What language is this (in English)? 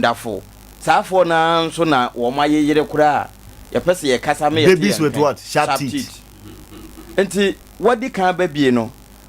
Akan